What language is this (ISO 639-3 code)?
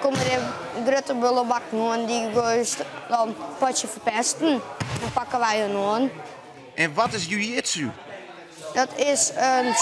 fry